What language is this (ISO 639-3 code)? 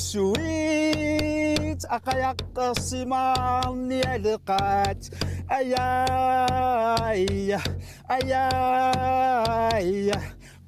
kal